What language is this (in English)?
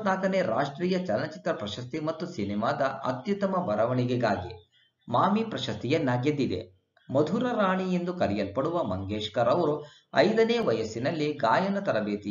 Kannada